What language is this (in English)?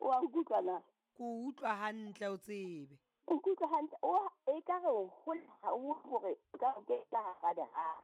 Southern Sotho